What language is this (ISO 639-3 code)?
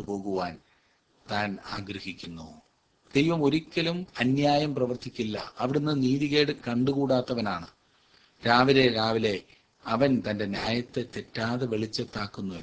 mal